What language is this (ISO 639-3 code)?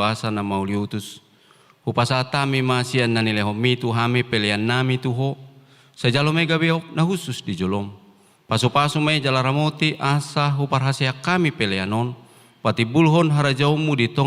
bbc